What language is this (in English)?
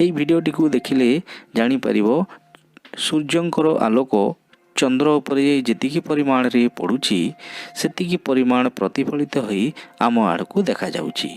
Odia